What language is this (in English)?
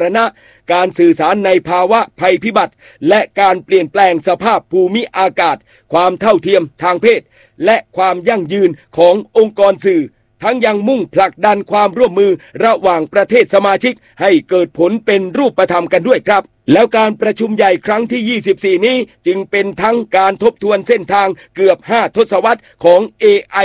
Thai